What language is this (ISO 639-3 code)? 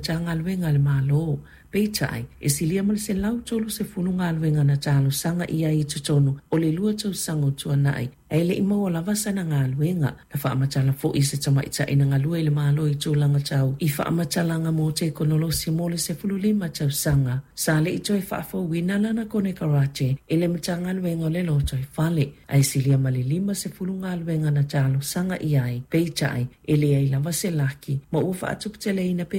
smo